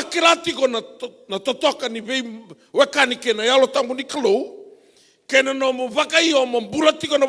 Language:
Fijian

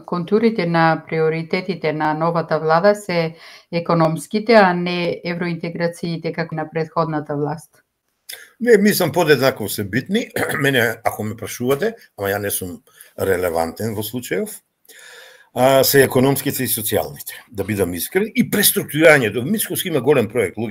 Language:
Macedonian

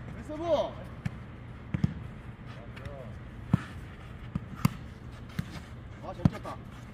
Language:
Korean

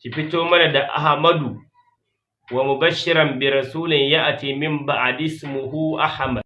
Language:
Hausa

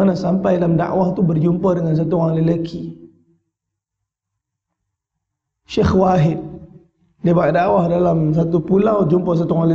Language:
Malay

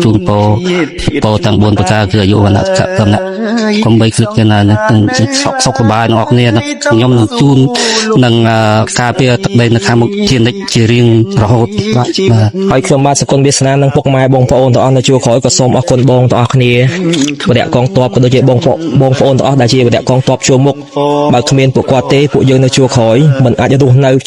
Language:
Khmer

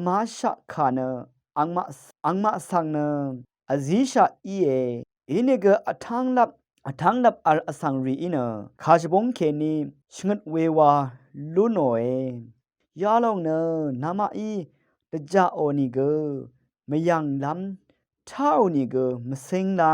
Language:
Rawang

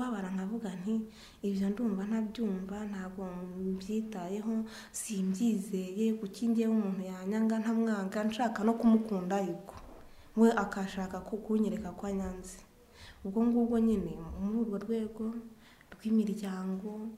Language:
Kinyarwanda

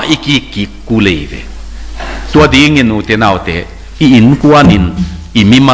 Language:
Tedim Chin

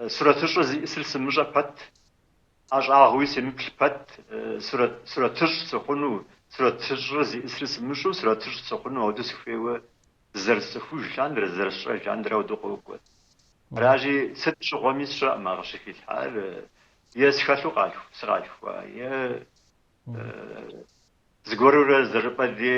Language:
Kabardian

